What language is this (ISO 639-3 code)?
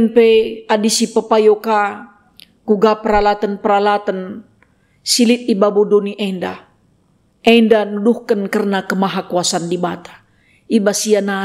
btx